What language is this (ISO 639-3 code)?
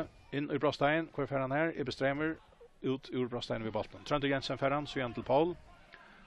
fao